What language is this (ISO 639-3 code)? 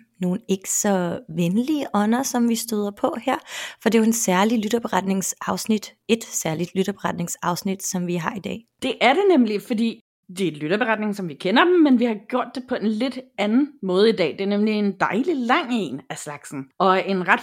dan